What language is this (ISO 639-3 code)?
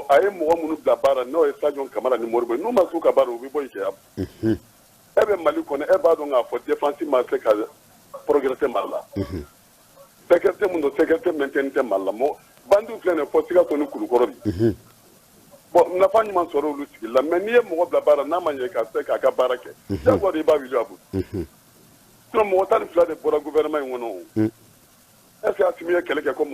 bam